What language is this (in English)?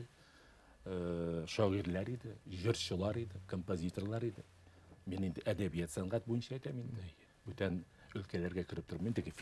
Tatar